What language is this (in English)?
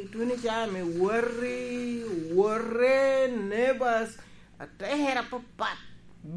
Lango (Uganda)